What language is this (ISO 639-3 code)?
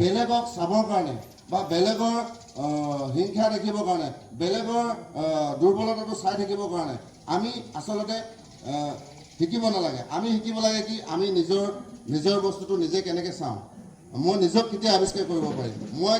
asm